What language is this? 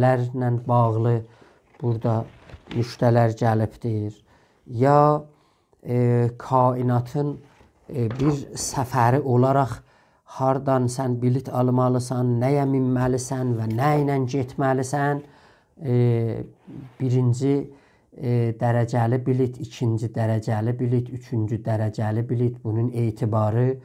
South Azerbaijani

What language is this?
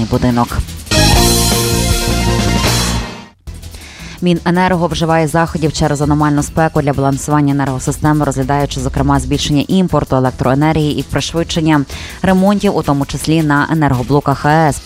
Ukrainian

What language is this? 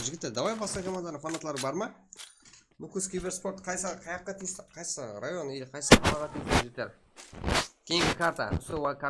Kara-Kalpak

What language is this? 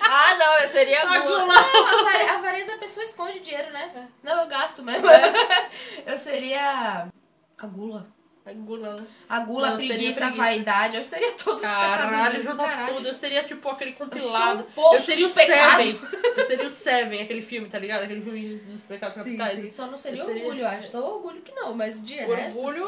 Portuguese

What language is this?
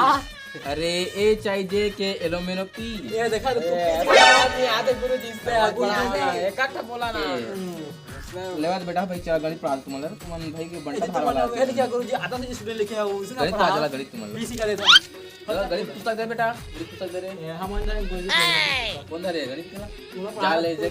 Chhattisgarhi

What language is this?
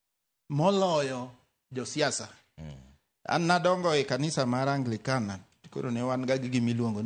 Luo (Kenya and Tanzania)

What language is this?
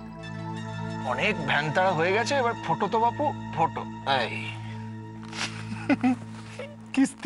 Bangla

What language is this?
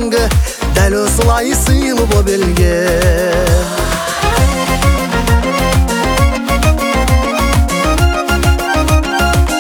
Kazakh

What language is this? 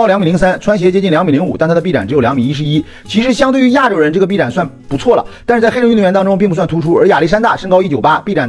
Chinese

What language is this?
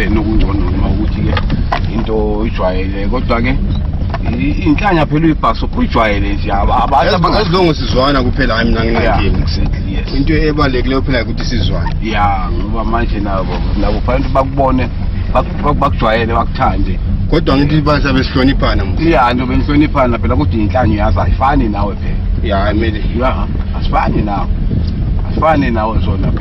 Zulu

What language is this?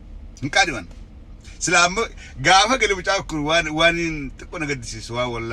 Oromo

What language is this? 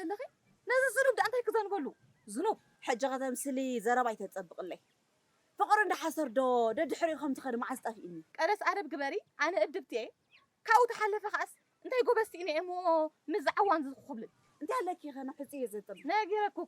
Tigrinya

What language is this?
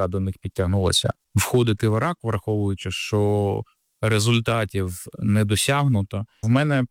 Ukrainian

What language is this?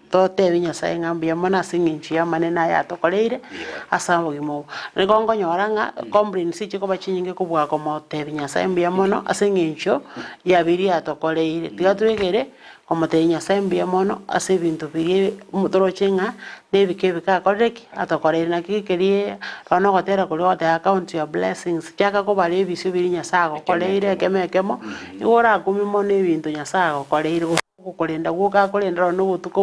Gusii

